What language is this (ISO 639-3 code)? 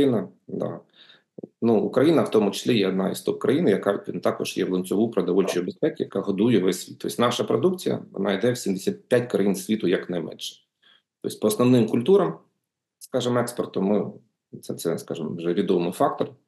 ukr